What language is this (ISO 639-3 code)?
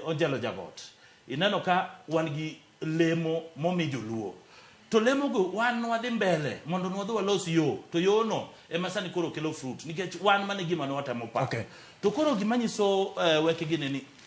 luo